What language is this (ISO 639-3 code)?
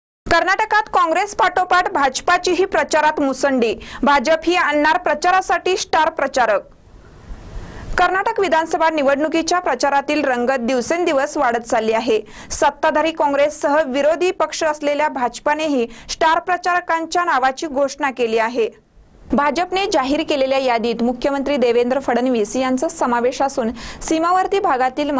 mar